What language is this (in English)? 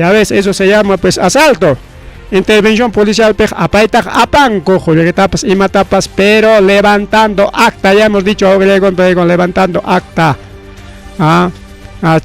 Ayacucho Quechua